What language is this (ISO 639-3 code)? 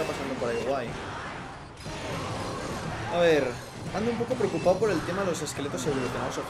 spa